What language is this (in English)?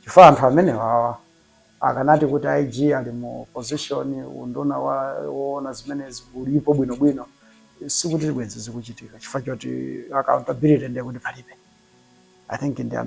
Nyanja